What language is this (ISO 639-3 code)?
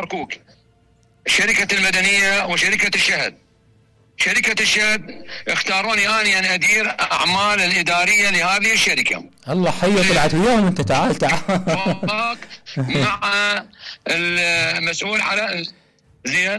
acm